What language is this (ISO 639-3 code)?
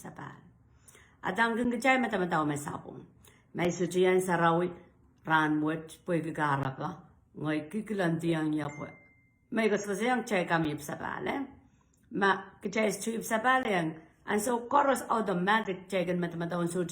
pon